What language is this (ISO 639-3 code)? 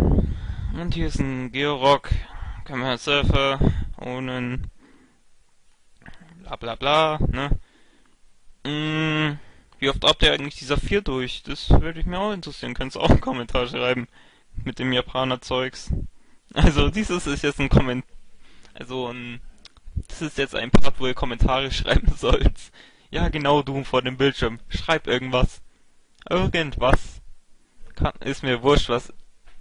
deu